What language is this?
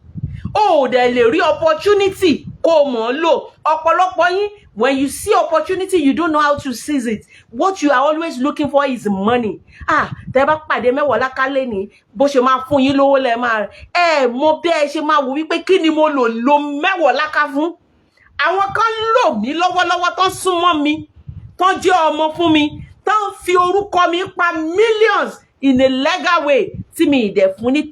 Yoruba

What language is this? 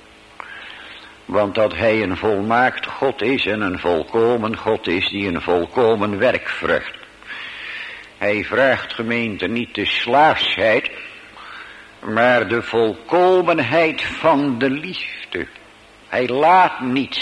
Dutch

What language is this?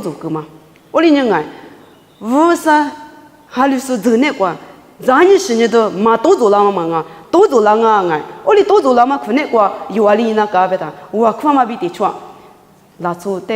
Lisu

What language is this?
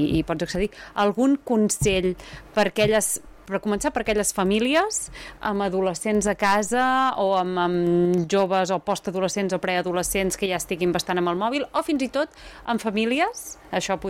Catalan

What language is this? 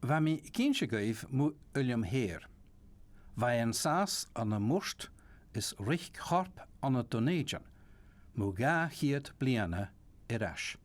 Scottish Gaelic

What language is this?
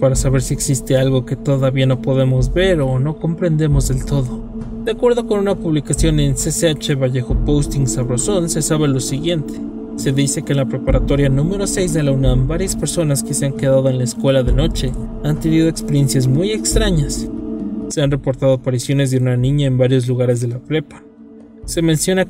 Spanish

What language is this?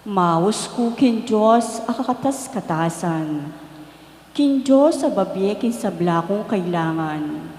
Pampanga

